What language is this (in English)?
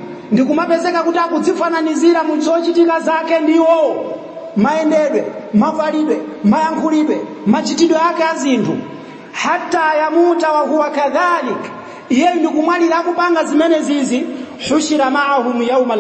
Nyanja